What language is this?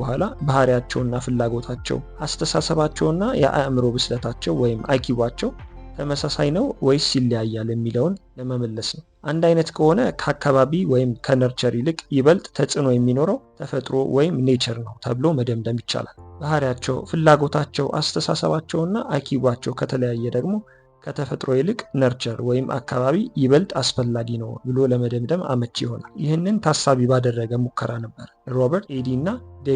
Amharic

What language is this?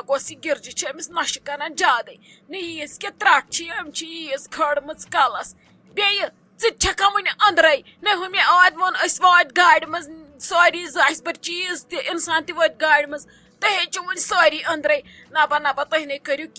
Kashmiri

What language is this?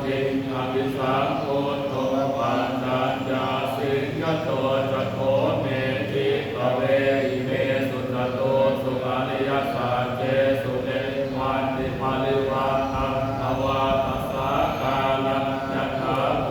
Pali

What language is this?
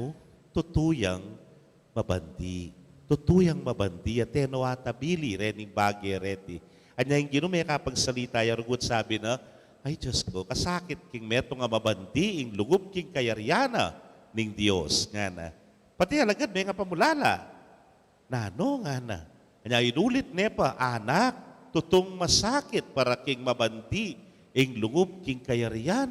Pampanga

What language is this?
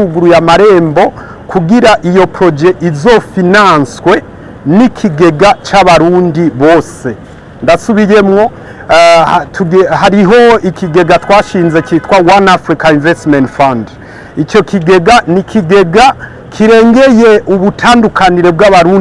Rundi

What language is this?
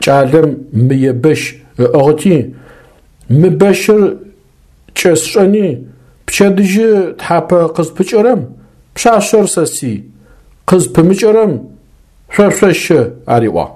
Adyghe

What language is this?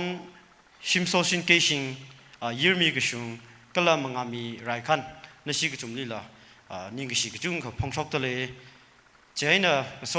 Tangkhul Naga (India)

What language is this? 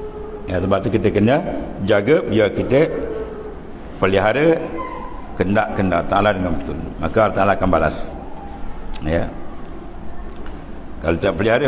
Malay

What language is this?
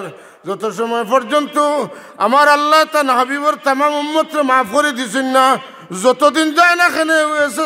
Sylheti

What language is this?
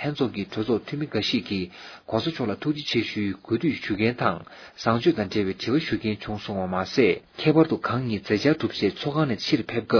Tibetan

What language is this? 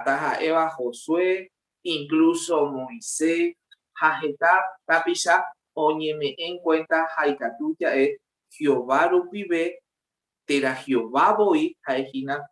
Guarani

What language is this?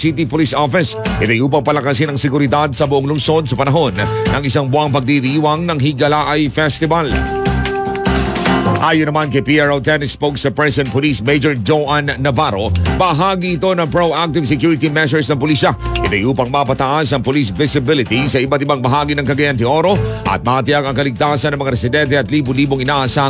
Filipino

